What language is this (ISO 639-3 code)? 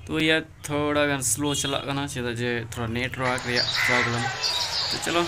sat